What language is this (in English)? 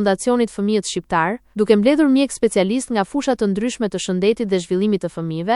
Albanian